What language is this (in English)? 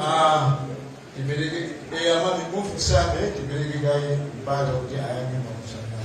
Nyanja